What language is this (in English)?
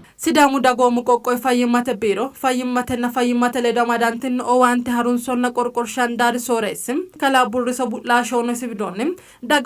Sidamo